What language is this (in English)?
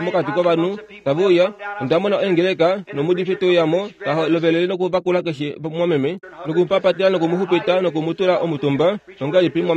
Kuanyama